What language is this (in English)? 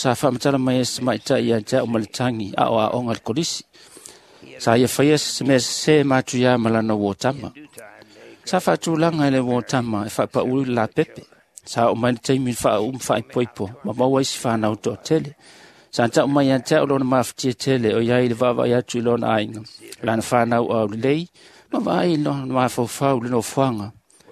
Samoan